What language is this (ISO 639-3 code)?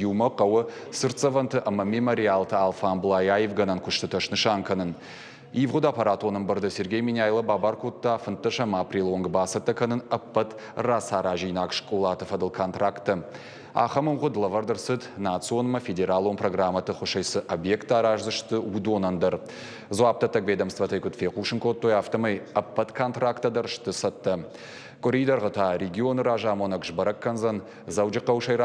oss